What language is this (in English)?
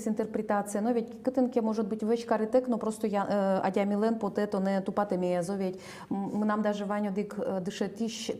Udmurt